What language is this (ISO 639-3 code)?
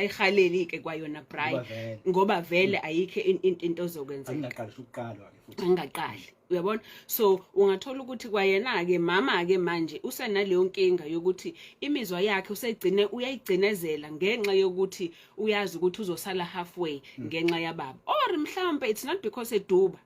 zul